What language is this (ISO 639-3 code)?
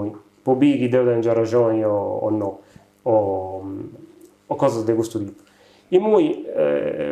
srd